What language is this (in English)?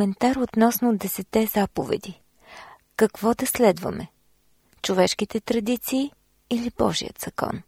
Bulgarian